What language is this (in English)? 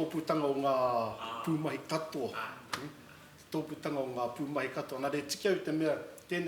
Māori